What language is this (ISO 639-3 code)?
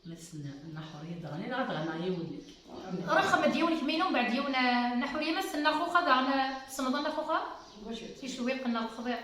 kab